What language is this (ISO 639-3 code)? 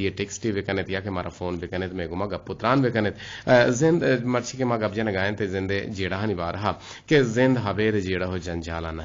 bgp